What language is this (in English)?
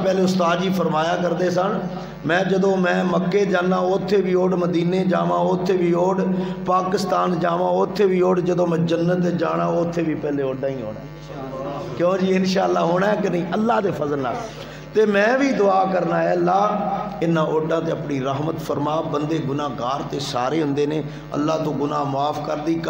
Western Panjabi